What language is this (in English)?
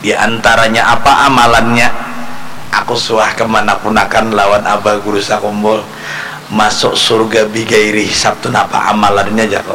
Banjar